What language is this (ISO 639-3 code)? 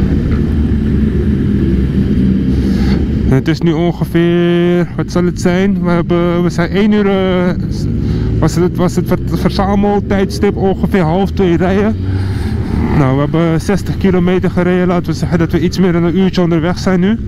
nld